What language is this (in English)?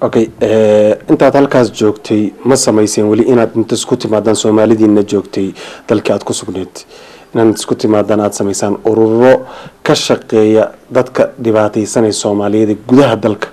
Somali